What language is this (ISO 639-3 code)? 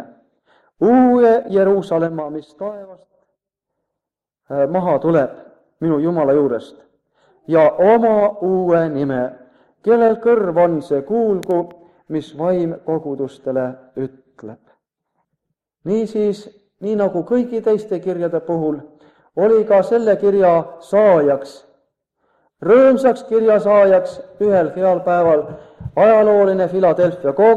est